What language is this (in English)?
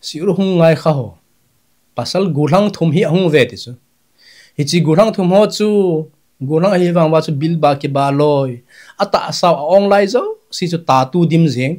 Thado Chin